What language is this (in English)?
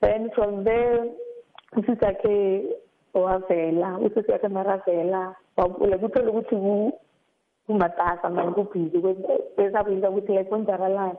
South Ndebele